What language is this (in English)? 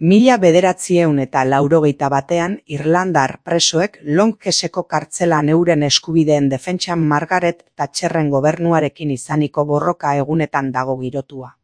Basque